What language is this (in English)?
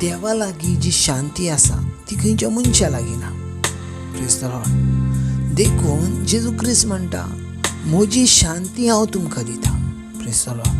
Konkani